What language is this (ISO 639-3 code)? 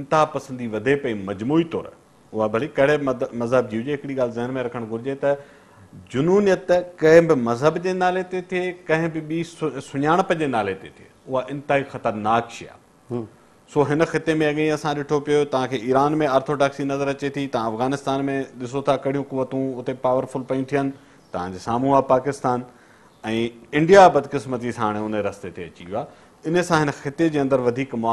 snd